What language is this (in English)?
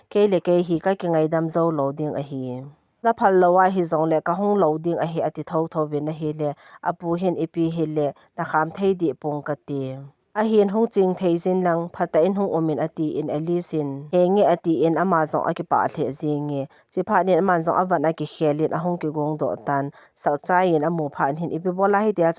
Thado Chin